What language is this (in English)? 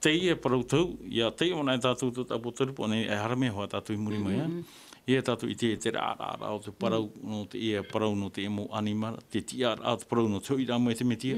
Tahitian